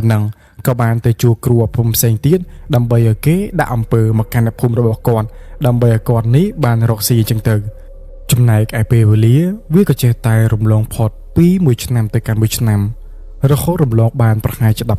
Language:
Khmer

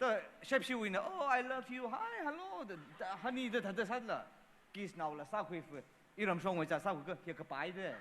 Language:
Tangkhul Naga (India)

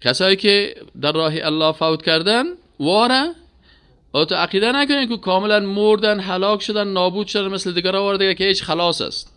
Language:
Persian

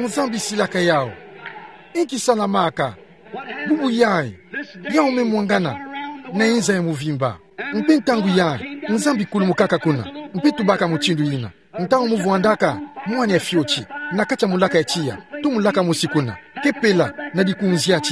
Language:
Kituba (Democratic Republic of Congo)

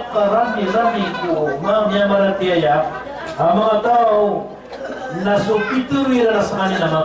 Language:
Maranao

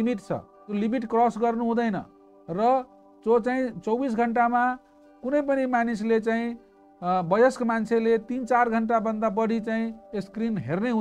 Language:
Nepali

